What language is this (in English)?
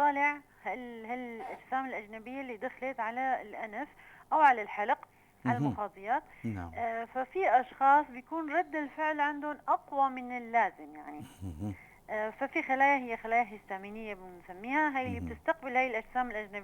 North Levantine Arabic